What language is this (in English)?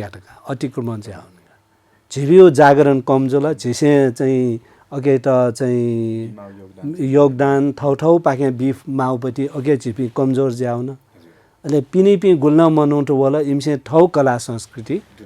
Newari